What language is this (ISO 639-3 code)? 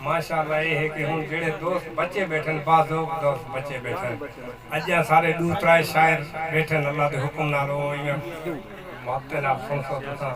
skr